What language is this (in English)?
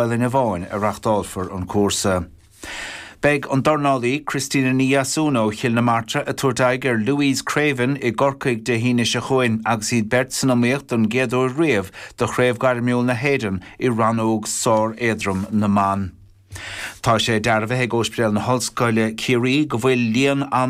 Irish